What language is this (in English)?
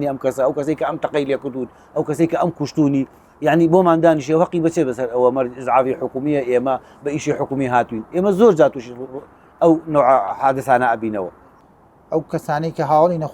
Central Kurdish